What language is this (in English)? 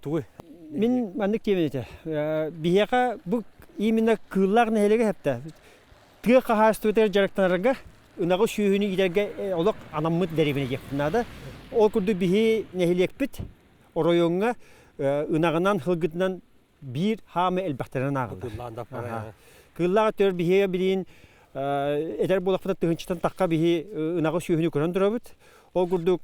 Yakut